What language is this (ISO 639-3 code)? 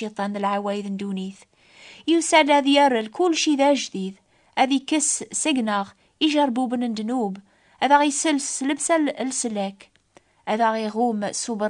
kab